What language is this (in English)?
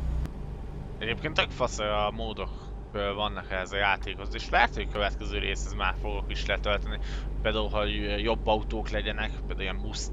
Hungarian